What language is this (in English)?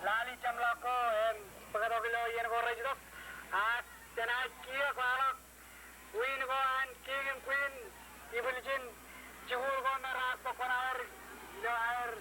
Marshallese